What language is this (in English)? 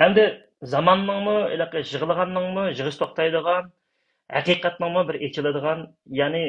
Uyghur